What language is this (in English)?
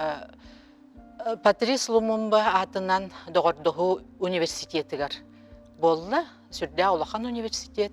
Yakut